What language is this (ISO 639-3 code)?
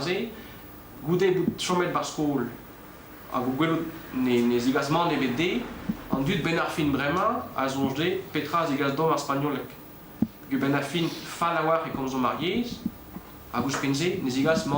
bre